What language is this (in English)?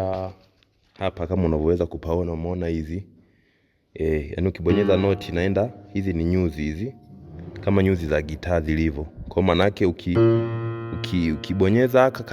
Swahili